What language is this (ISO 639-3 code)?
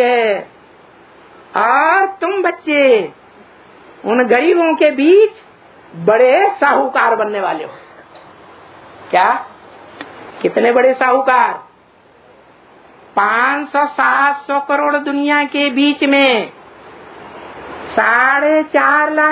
hin